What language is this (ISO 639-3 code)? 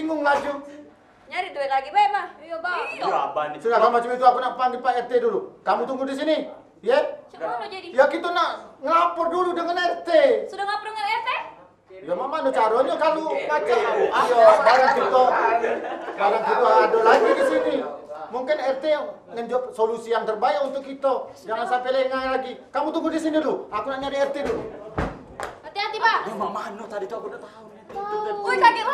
mui